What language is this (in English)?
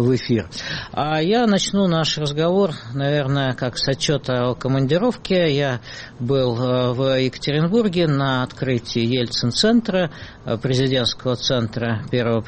Russian